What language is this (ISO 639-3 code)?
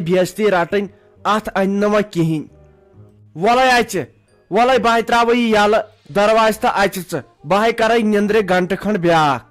kas